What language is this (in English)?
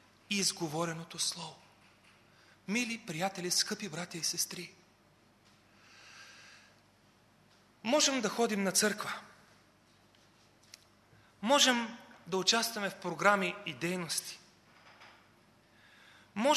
Bulgarian